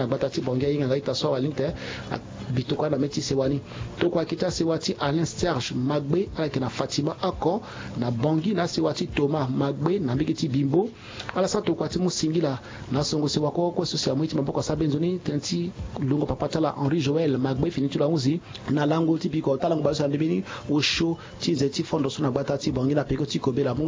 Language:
Sango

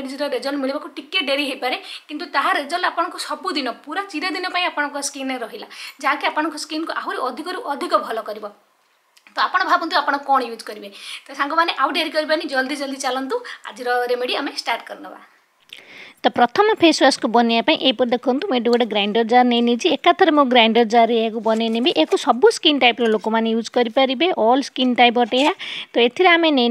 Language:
Odia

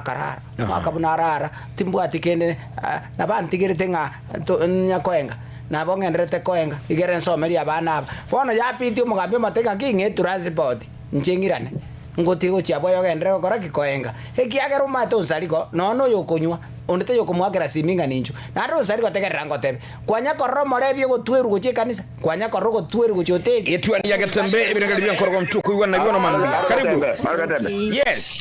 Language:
Gusii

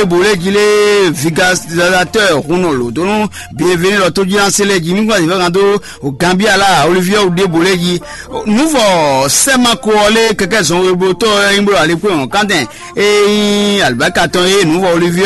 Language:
Fon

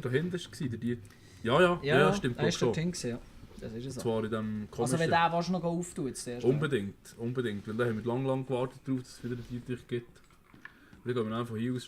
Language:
Swiss German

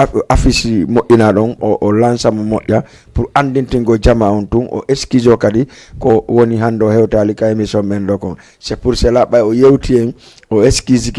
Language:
Fula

